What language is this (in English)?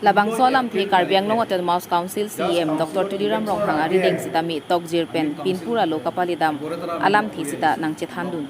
Karbi